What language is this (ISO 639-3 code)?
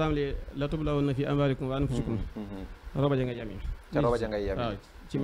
wol